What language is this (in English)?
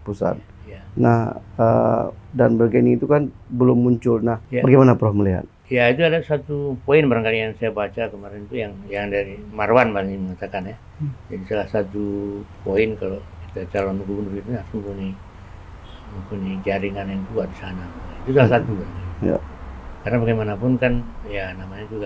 Indonesian